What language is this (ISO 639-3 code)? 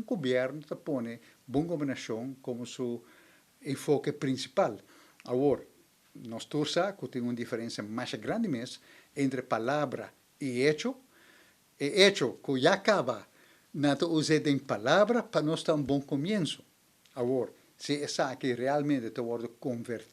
pap